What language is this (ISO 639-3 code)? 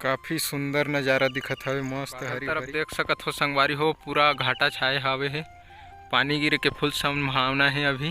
hne